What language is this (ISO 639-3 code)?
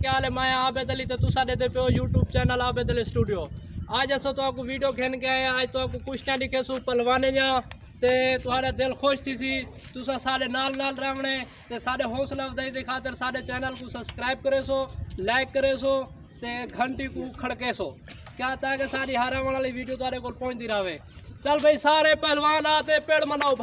skr